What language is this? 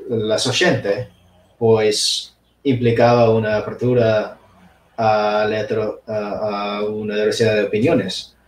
Asturian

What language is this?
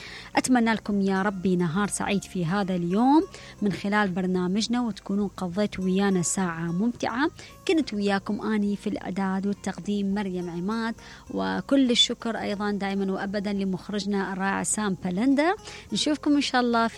Mesopotamian Arabic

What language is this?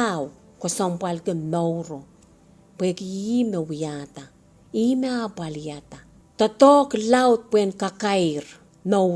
Pohnpeian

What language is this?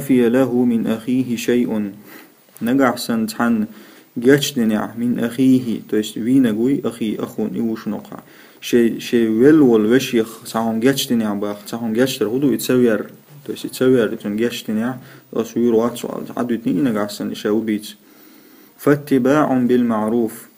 Chechen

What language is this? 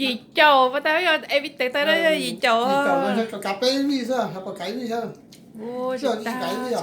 Hmong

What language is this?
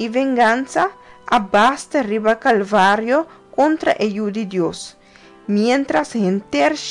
Papiamento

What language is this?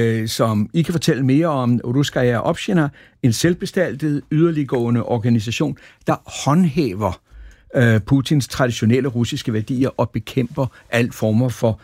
Danish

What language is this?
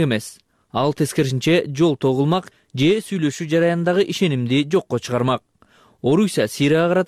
Kyrgyz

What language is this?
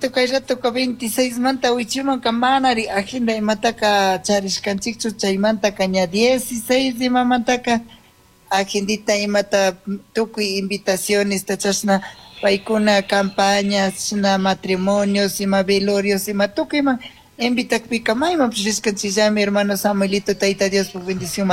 Chimborazo Highland Quichua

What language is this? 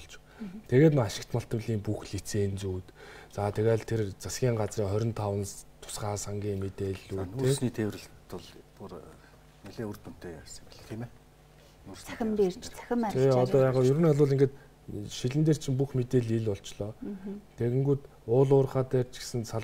Mongolian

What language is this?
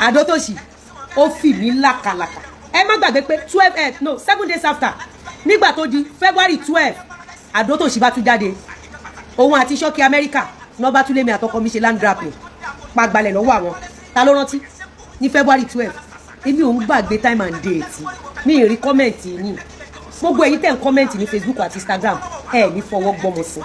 Yoruba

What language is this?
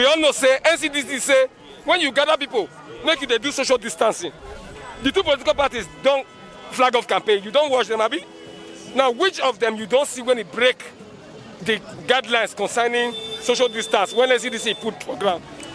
Nigerian Pidgin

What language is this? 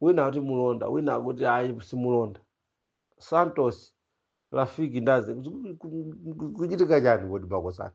Nyanja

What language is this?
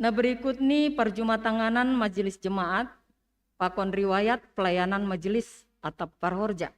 Batak Simalungun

